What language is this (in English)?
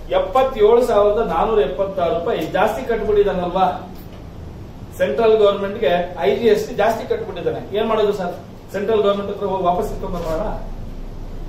Kannada